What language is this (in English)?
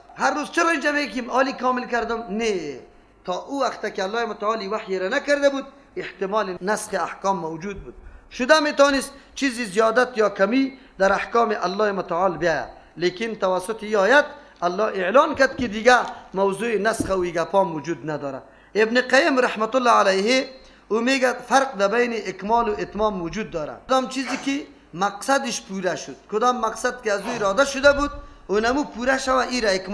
Persian